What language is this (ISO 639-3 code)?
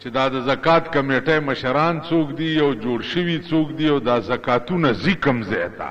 pus